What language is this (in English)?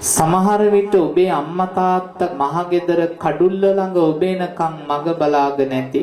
Sinhala